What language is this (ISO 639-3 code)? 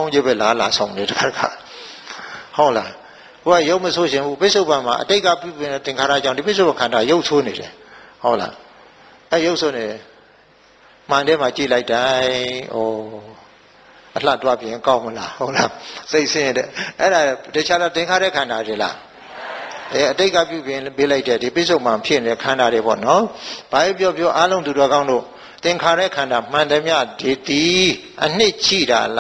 mya